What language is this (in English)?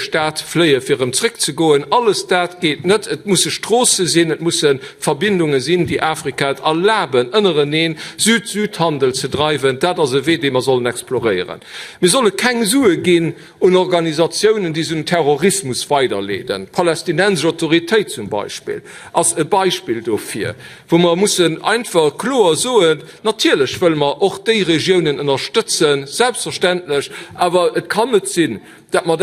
Luxembourgish